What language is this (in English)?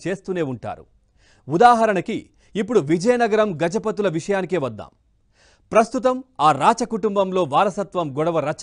Telugu